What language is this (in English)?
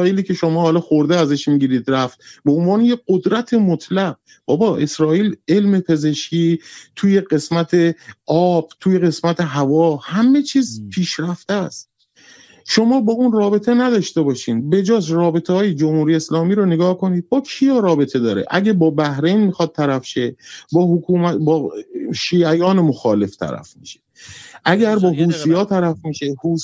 Persian